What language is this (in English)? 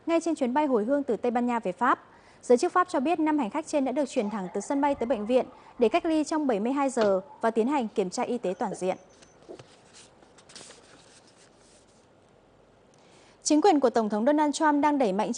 Vietnamese